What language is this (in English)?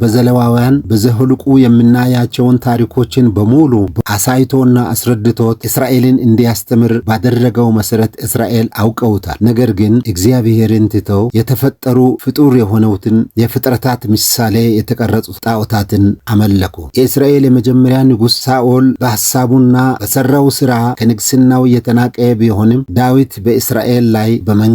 Amharic